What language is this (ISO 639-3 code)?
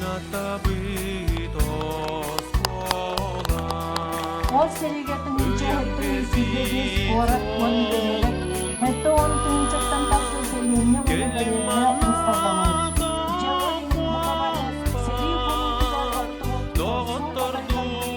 sah